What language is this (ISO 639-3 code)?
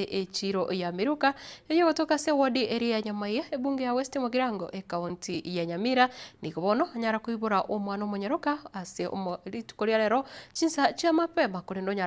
guz